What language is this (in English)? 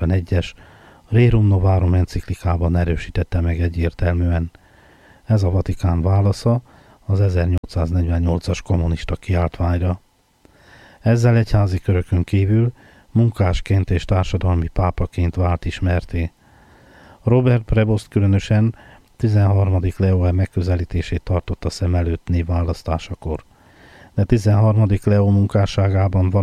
Hungarian